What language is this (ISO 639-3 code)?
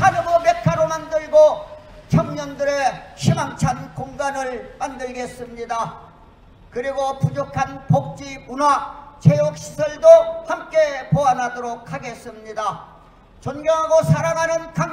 kor